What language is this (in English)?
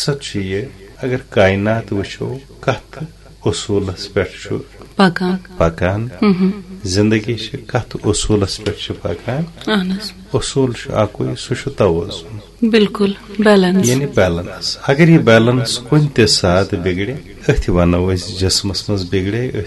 Kashmiri